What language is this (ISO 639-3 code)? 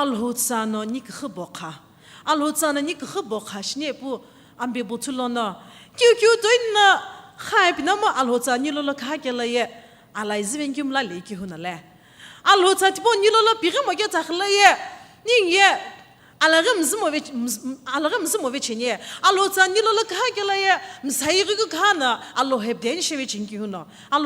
nsm